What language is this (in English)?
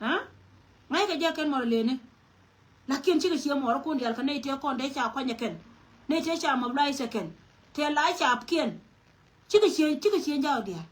Nuer